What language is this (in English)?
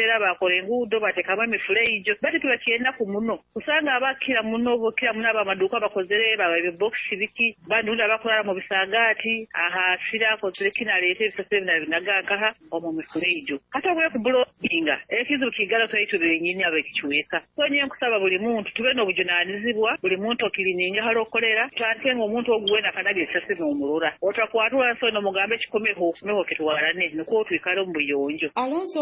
Nyoro